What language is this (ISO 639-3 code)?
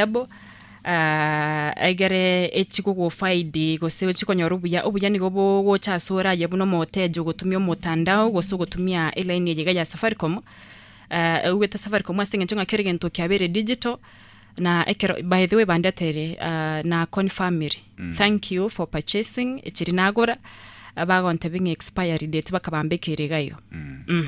guz